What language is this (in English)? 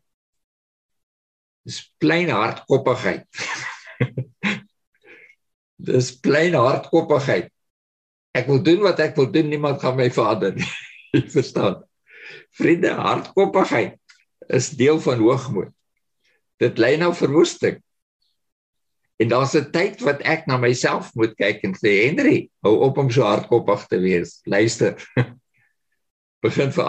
Afrikaans